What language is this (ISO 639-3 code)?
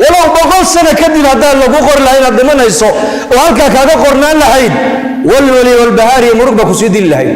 som